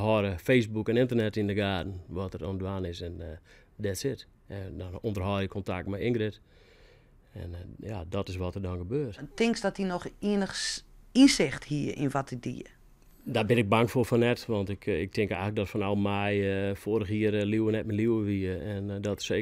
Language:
Western Frisian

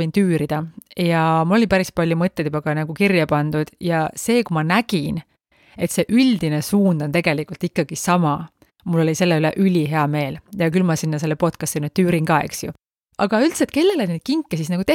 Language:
Estonian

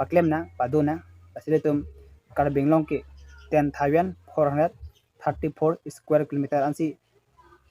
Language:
Karbi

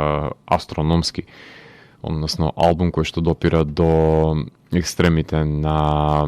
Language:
Macedonian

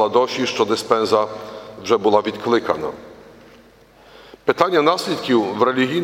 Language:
Ukrainian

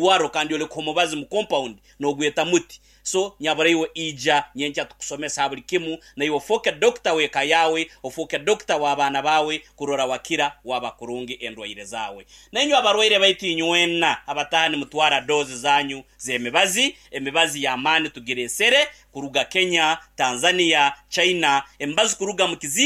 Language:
Nyankole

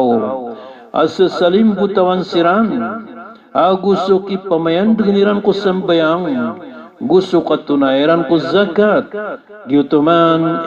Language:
Maranao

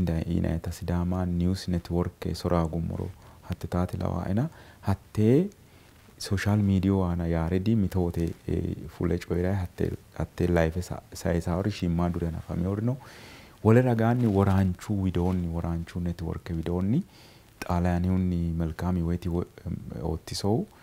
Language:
Sidamo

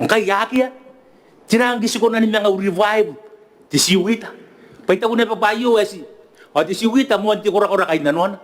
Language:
Gilbertese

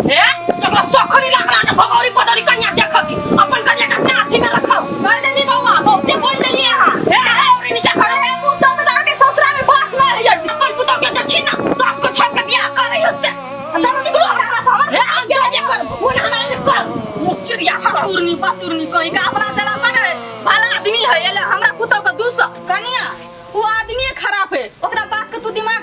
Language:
Maithili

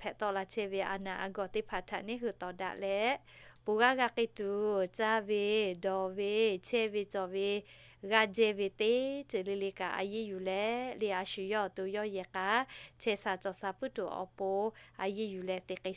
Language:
Lahu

